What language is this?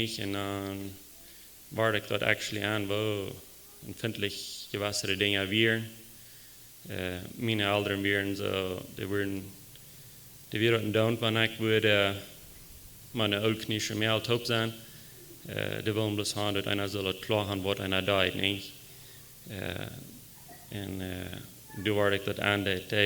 Plautdietsch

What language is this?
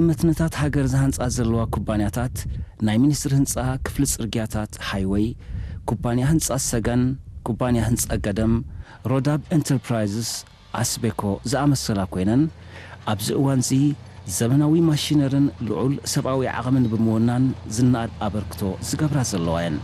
Tigrinya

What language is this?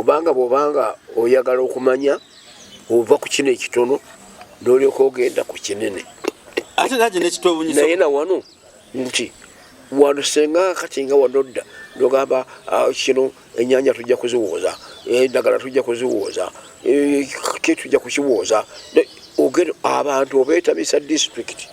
Ganda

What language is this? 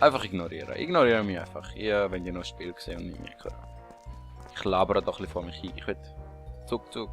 Swiss German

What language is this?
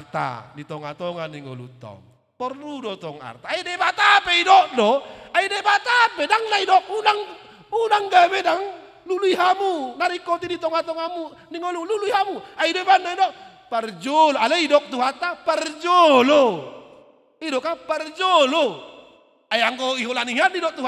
Batak Toba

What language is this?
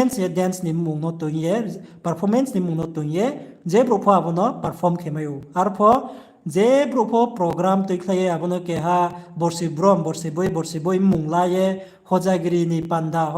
Riang (India)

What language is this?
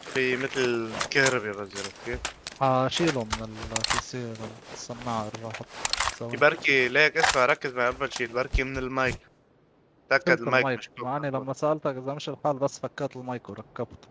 North Levantine Arabic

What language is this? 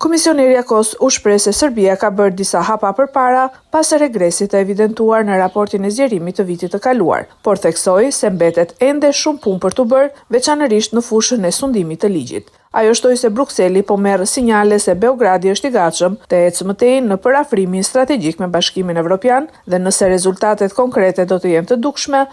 Albanian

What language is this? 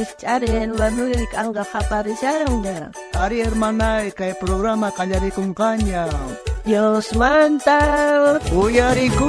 South Bolivian Quechua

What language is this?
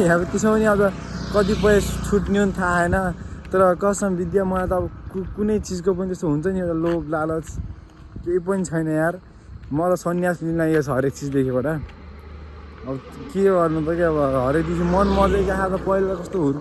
Nepali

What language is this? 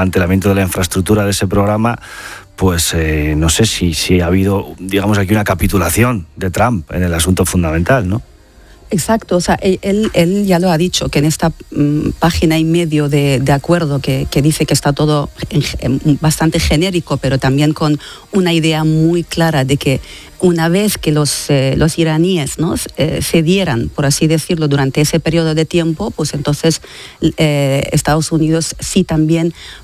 Spanish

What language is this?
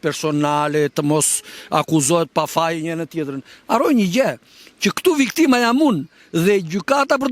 Albanian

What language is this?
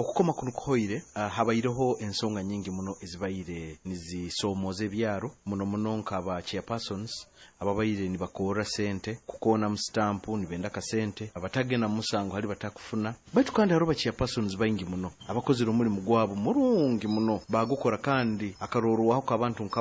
Nyoro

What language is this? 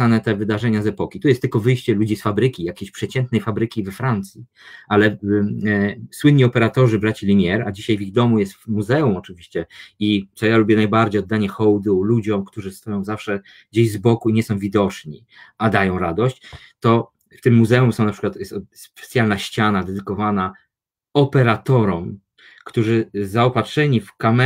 Polish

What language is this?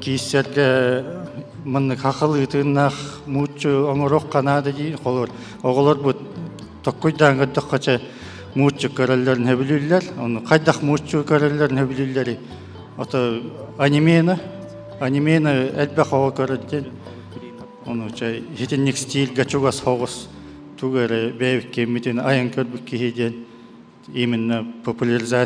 Yakut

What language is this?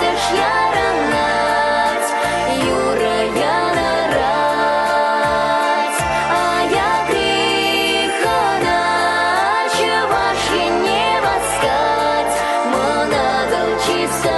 Chuvash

